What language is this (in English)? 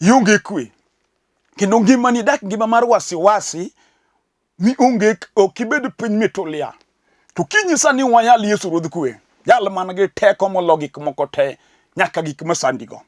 Luo (Kenya and Tanzania)